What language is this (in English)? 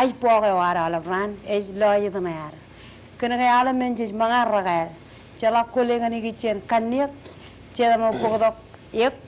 Marshallese